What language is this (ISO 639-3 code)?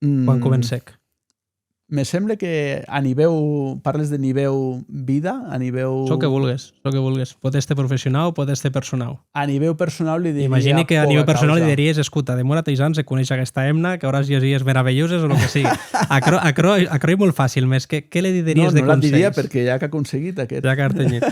oci